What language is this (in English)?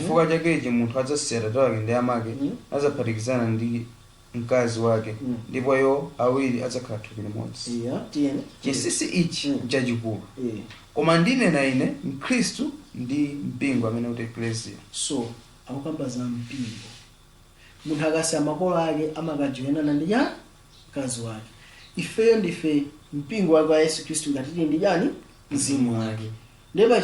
Nyanja